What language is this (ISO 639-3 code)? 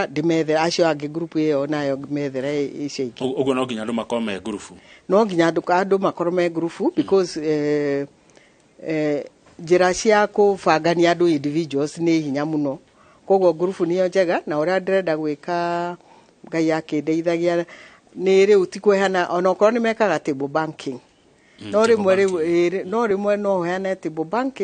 kik